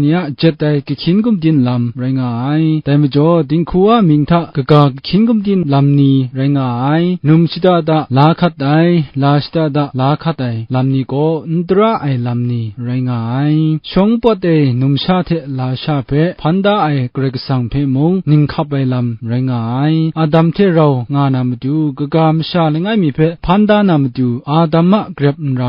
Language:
Kachin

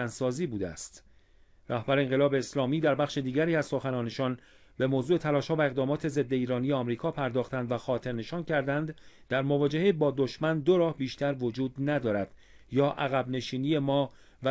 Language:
Persian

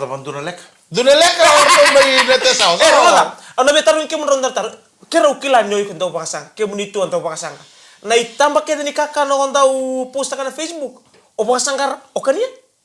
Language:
Fijian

